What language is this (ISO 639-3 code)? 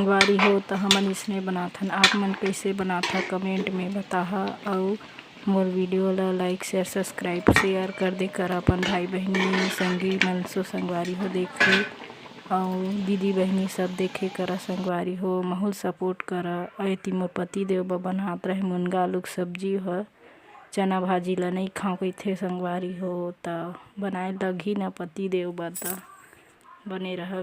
hne